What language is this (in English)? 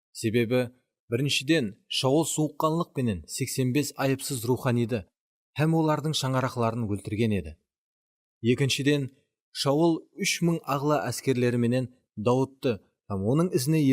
Kara-Kalpak